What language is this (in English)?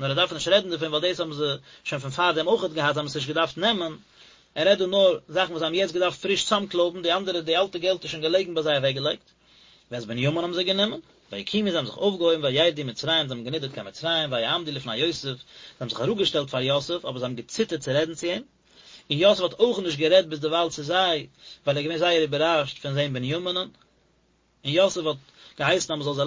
Yiddish